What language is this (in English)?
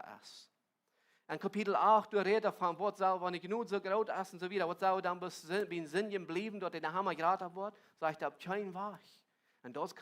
Plautdietsch